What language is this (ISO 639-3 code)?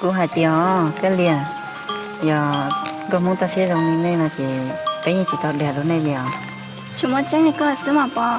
hmn